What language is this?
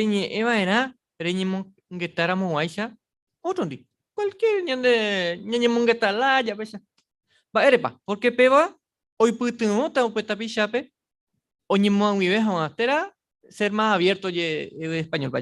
Guarani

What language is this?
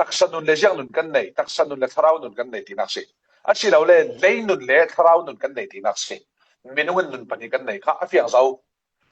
Falam Chin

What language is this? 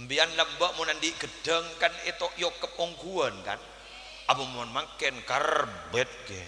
Madurese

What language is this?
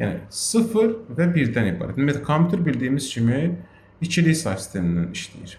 Azerbaijani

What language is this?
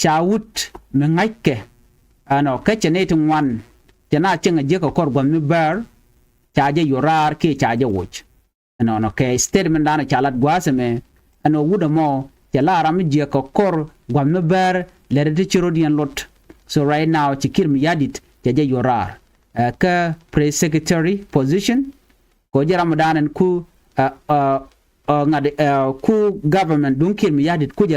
Nuer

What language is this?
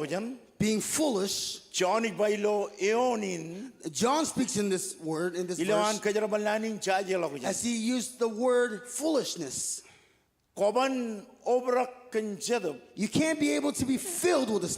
Marshallese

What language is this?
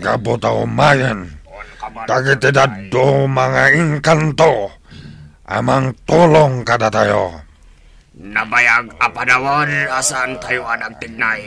Iloko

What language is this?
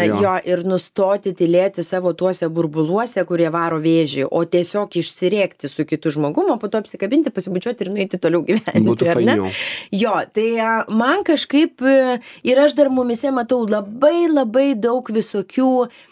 Lithuanian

